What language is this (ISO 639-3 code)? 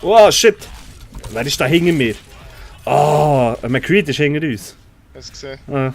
gsw